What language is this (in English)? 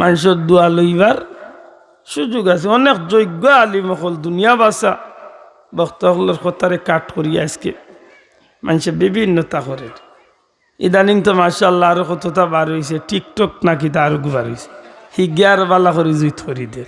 Sylheti